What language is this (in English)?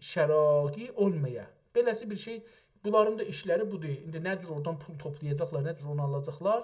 South Azerbaijani